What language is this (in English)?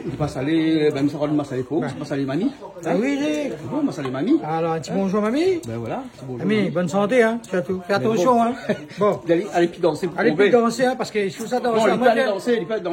Réunion Creole French